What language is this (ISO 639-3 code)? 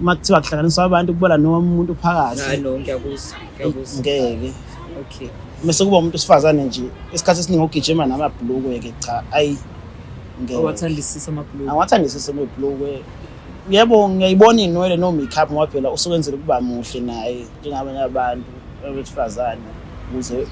zul